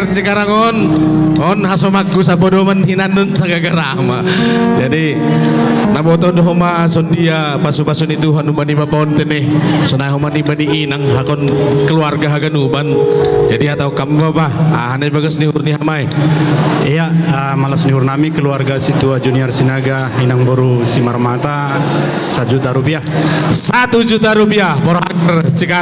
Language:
Batak Simalungun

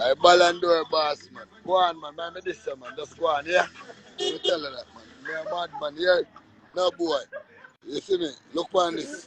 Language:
Jamaican Creole English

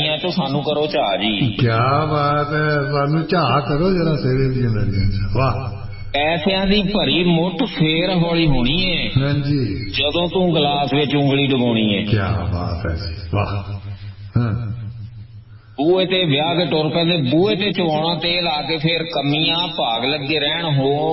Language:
Punjabi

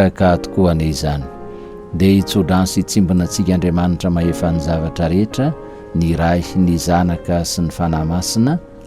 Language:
Malagasy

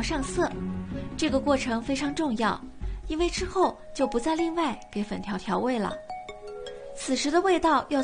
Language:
Chinese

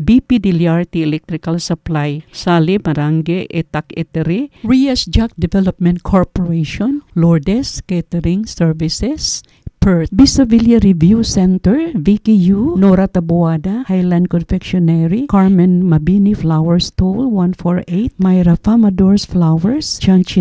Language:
Cebuano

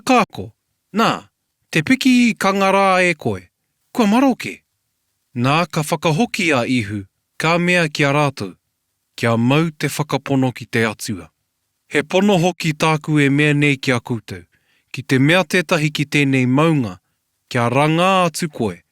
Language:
Māori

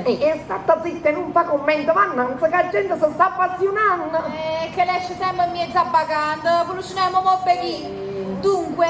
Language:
Neapolitan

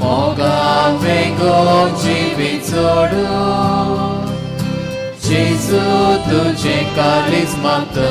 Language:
Konkani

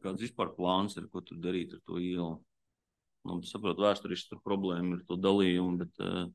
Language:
Latvian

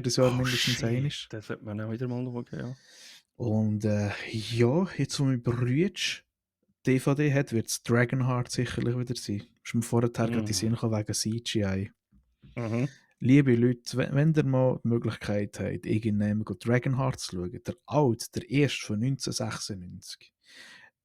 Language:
Swiss German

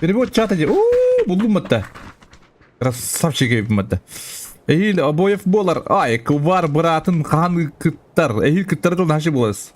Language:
Yakut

